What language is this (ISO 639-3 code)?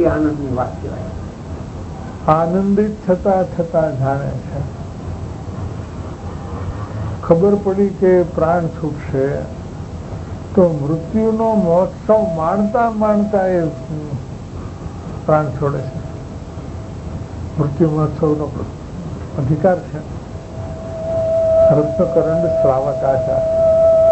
guj